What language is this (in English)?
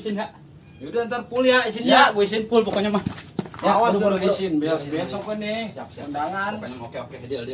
Betawi